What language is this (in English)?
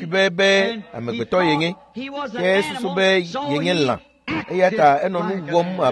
Ewe